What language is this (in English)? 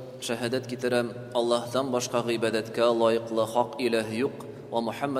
Tatar